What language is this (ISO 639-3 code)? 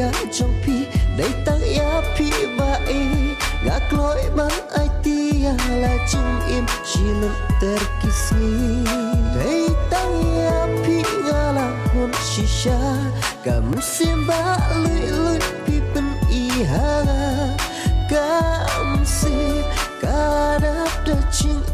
kha